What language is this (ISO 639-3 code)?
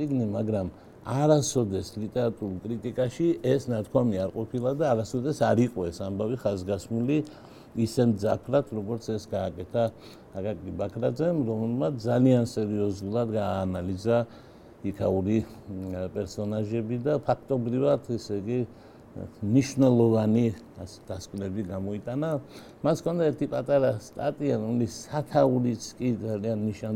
kat